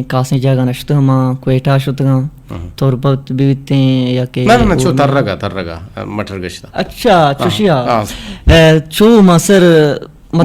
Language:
Eastern Balochi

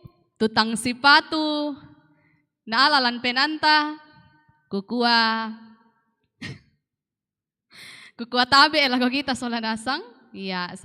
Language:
Toraja-Sa'dan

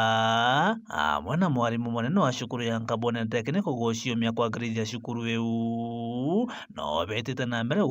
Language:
Meru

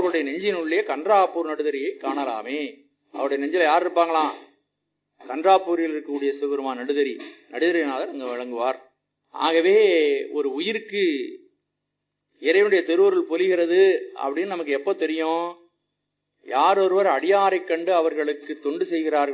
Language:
Tamil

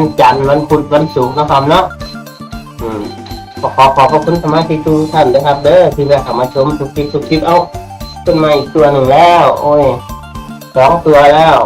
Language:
Northeastern Thai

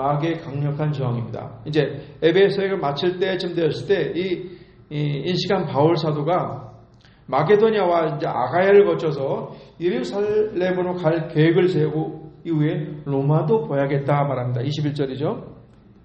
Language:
Korean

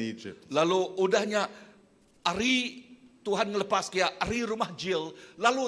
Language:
Iban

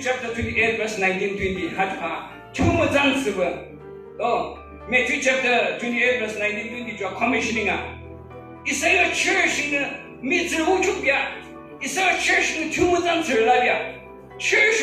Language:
Yimchungru Naga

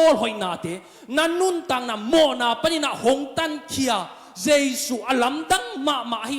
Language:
Tedim Chin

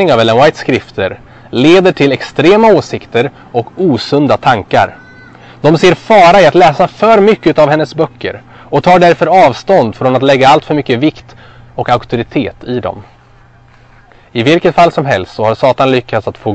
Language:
Swedish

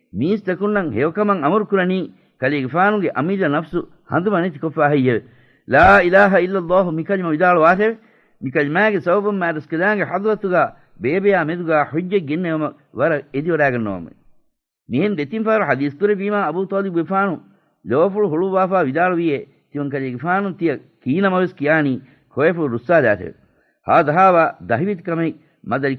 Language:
Divehi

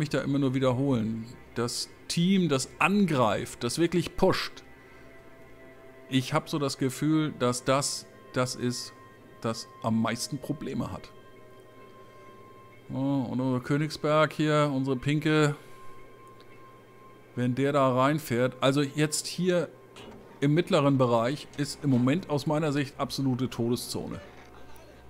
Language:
German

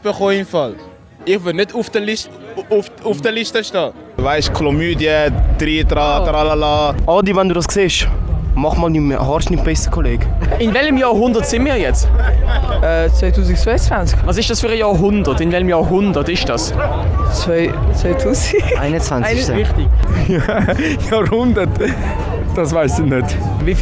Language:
Swiss German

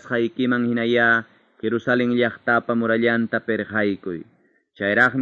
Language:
Ayacucho Quechua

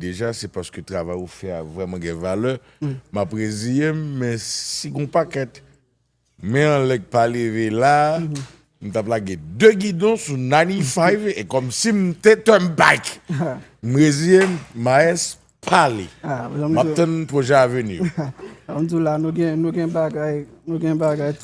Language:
Haitian Creole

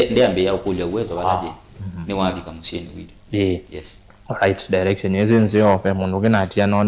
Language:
Kamba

